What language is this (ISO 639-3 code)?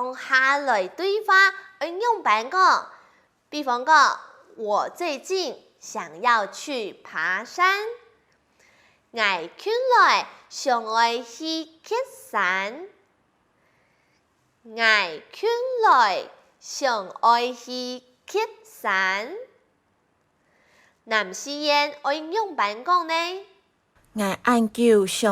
hak